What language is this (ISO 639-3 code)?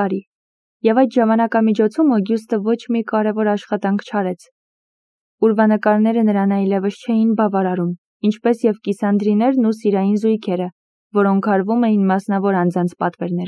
hye